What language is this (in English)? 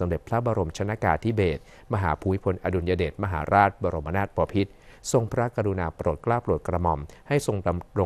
Thai